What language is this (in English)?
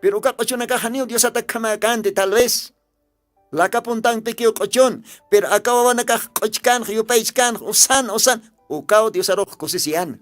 Aymara